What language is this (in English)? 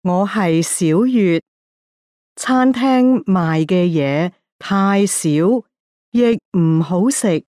Cantonese